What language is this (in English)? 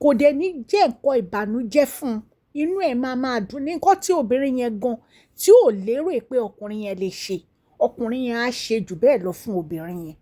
Yoruba